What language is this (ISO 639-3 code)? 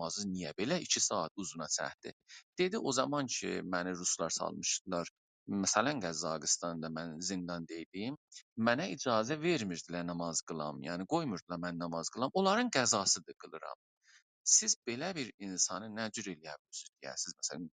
azb